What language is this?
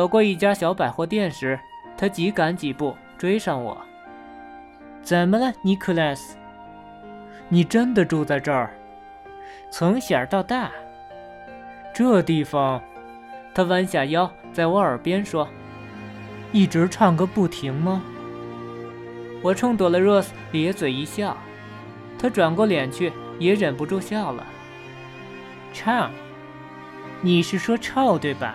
Chinese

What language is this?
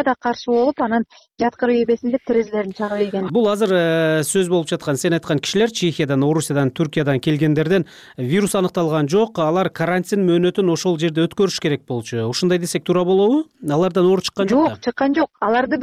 Kyrgyz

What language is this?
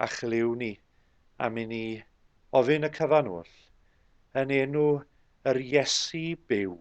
Welsh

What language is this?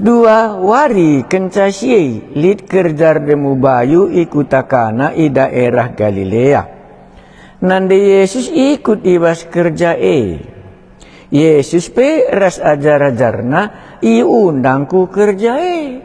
Batak Karo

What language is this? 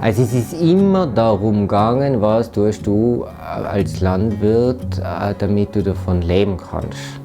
Bavarian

